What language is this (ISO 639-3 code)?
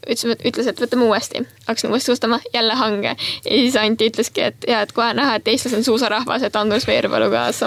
est